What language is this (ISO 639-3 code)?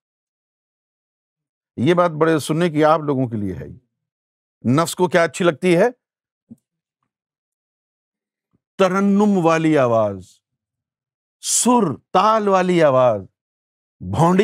urd